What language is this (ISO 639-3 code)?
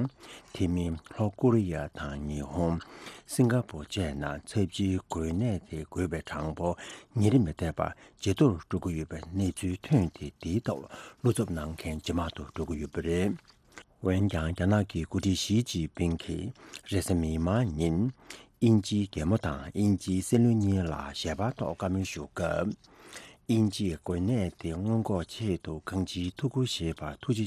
bod